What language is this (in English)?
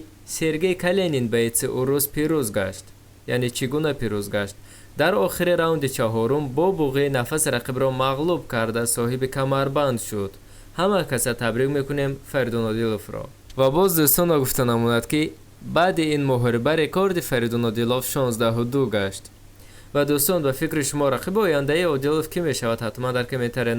Tajik